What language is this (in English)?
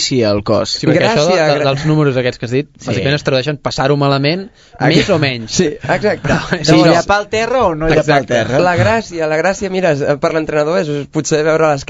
Catalan